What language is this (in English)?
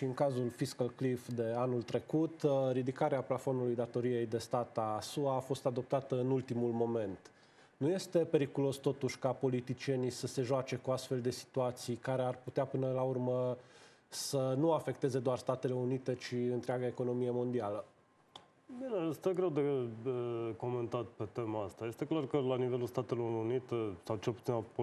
Romanian